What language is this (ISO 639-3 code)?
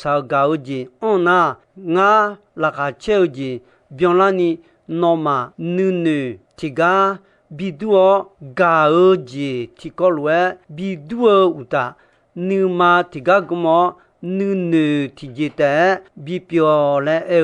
ahk